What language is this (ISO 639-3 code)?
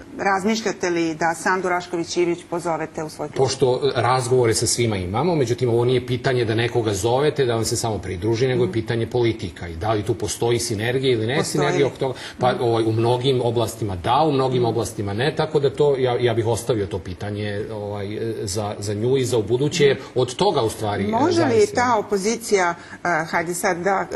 srp